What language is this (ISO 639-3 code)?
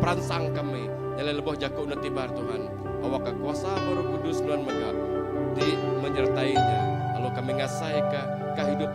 iba